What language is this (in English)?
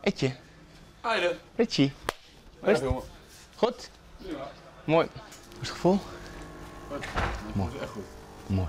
Western Frisian